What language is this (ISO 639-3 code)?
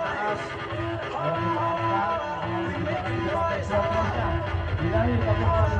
bew